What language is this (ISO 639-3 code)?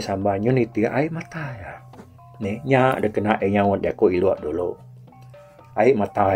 iba